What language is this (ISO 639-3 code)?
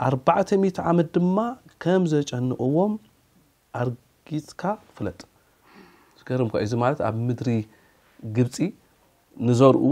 tir